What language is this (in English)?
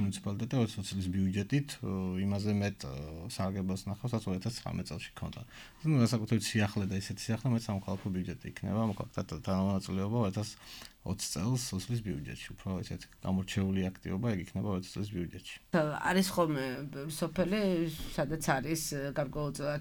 Georgian